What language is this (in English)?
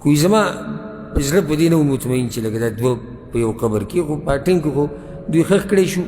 Pashto